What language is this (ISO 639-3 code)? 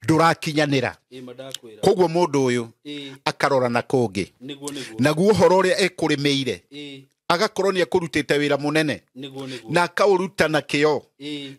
kik